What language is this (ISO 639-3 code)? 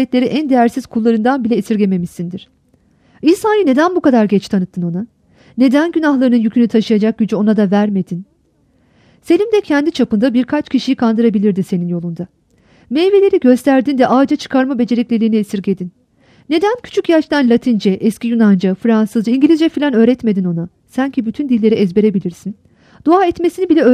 tur